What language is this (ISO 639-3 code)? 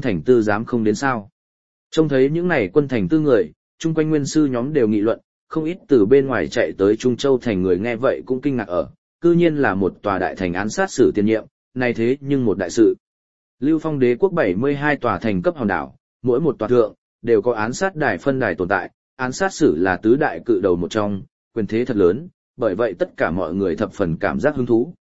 vie